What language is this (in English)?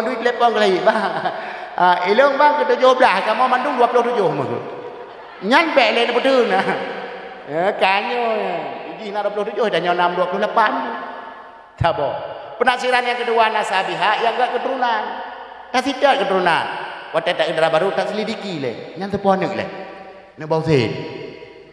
Achinese